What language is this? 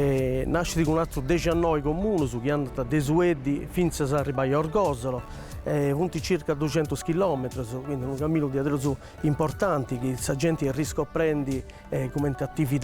Sardinian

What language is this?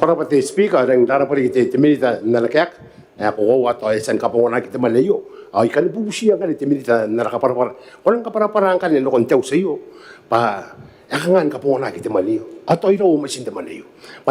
Gilbertese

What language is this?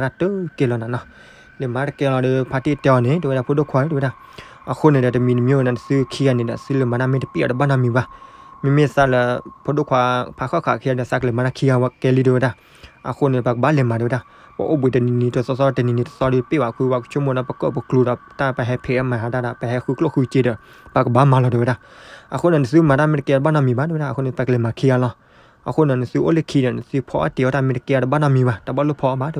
S'gaw Karen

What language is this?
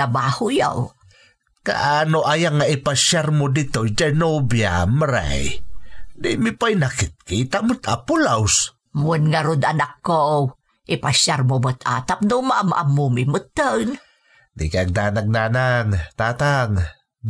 Iloko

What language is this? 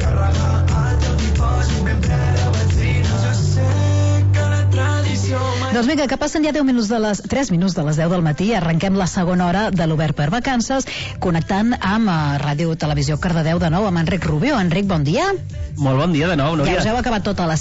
Catalan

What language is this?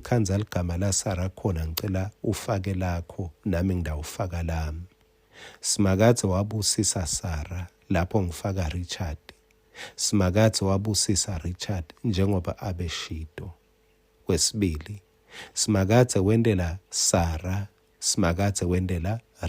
Swati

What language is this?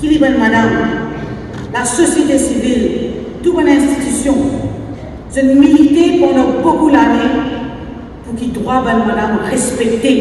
Morisyen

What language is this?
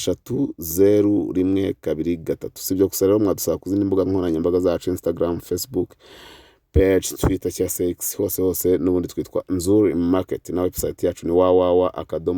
Kinyarwanda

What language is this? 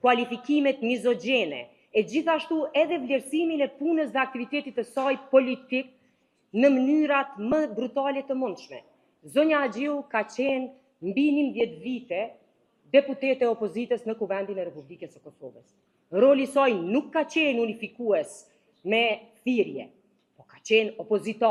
Albanian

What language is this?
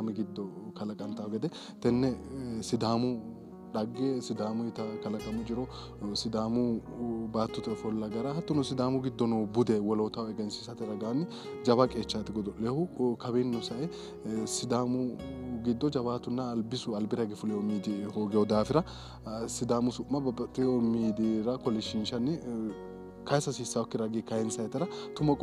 Sidamo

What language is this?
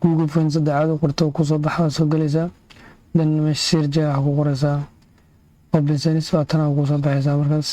Somali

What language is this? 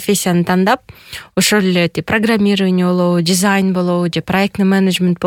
Kyrgyz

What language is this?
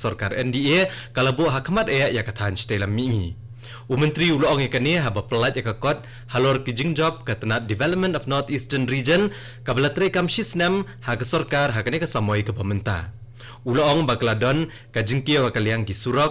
Khasi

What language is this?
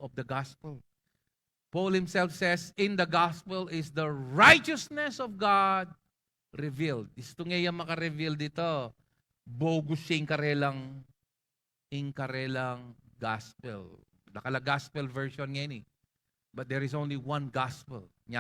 Pampanga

